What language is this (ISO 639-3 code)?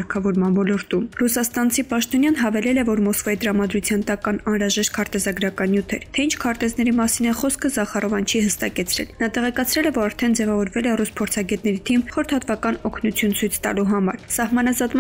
hye